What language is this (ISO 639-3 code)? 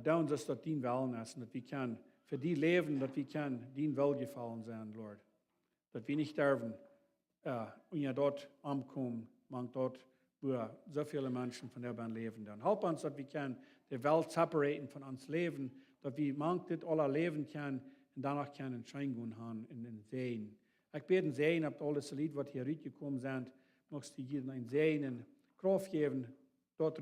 pdt